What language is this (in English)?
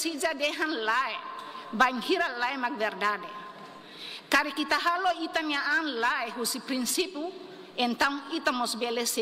Tetum